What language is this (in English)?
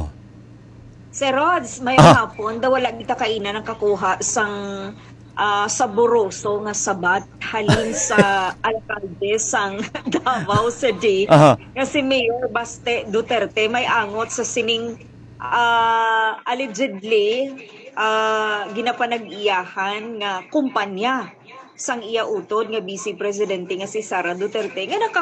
Hiligaynon